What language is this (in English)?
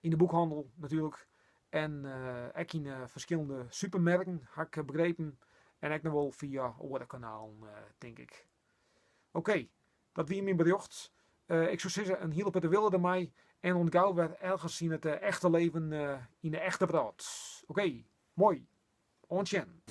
Western Frisian